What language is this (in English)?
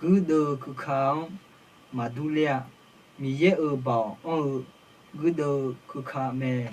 Akha